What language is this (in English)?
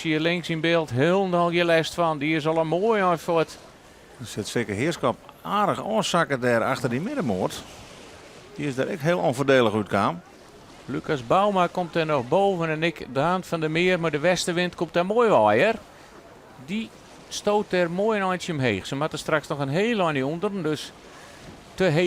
Western Frisian